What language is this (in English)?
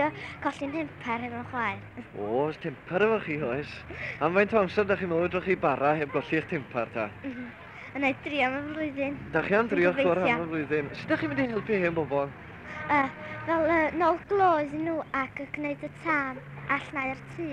Welsh